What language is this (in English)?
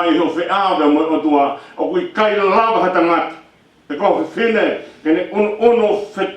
Tongan